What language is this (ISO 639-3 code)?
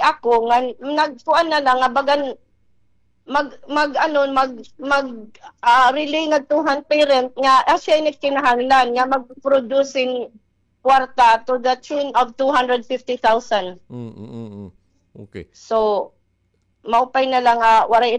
war